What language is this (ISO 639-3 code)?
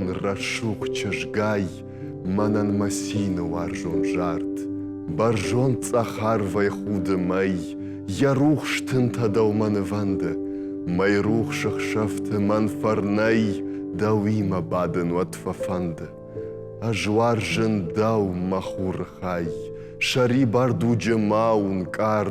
oss